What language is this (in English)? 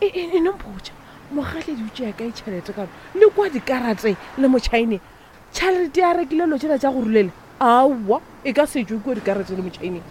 Northern Sotho